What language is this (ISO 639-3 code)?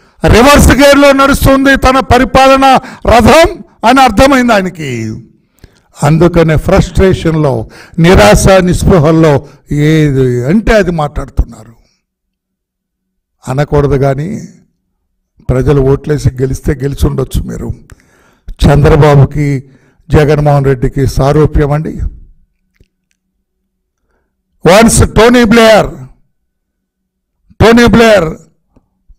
tel